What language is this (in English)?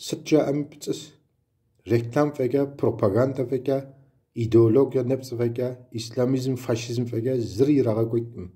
Kabardian